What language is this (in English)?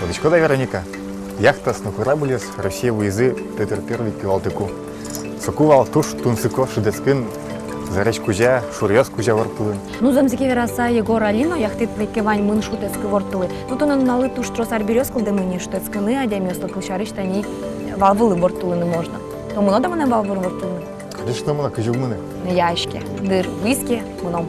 Udmurt